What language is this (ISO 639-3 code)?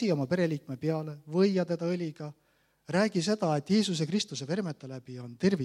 est